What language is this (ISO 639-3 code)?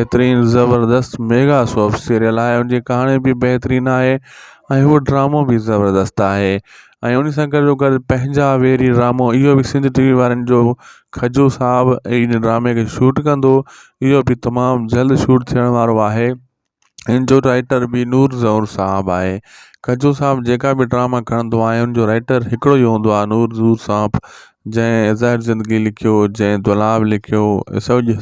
snd